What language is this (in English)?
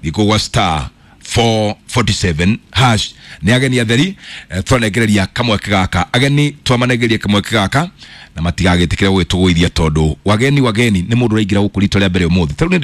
Kikuyu